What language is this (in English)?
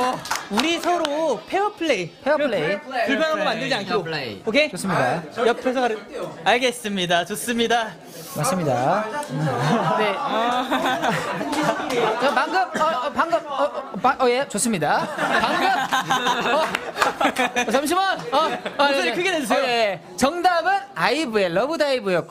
Korean